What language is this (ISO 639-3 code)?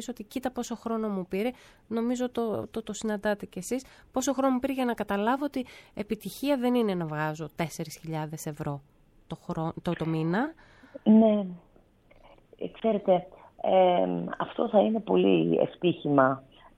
ell